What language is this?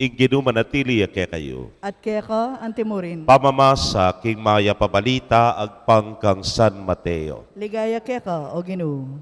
Pampanga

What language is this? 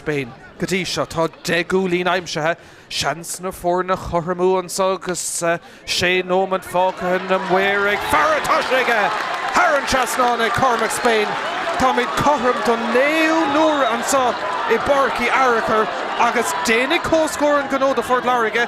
Irish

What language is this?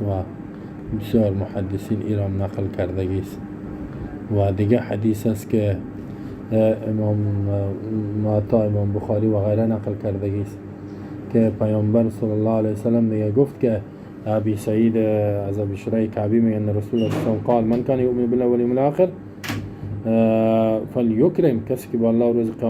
Persian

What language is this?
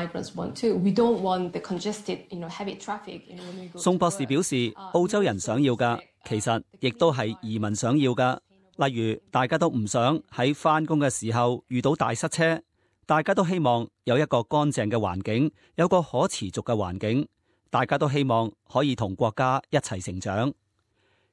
Cantonese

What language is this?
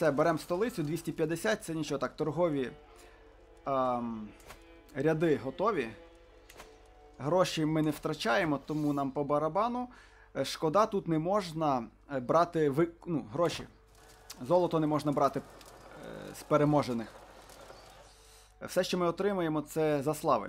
Ukrainian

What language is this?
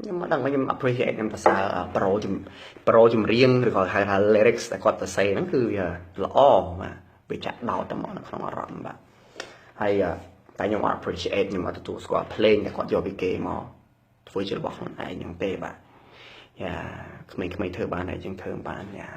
Khmer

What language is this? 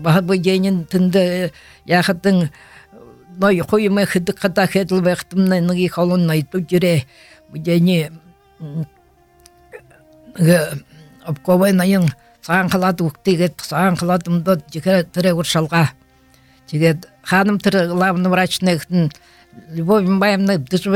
Buriat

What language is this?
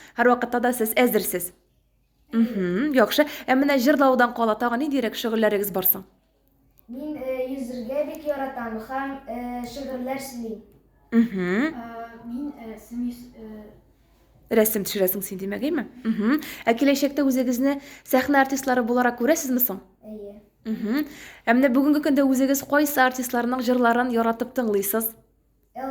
Tatar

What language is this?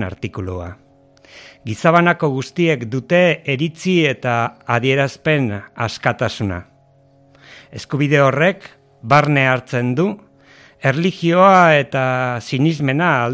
Basque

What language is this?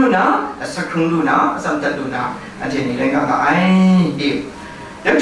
Kachin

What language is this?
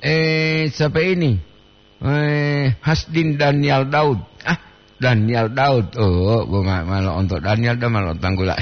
Gorontalo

